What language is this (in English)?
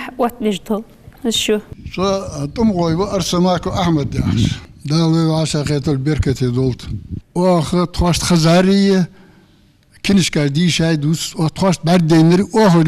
Ingush